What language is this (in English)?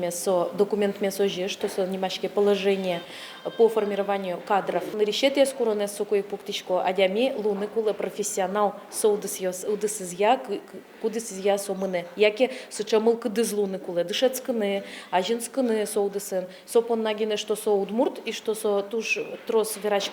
Udmurt